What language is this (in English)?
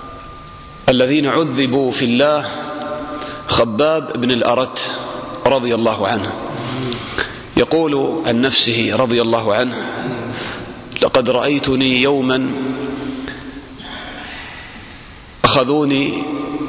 Arabic